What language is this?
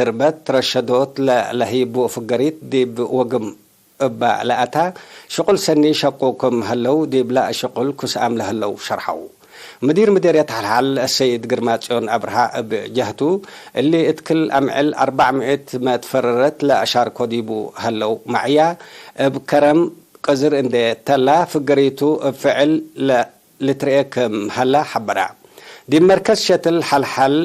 Tigre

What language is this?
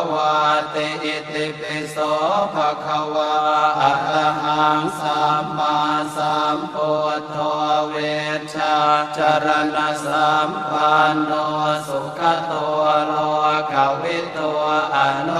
Pali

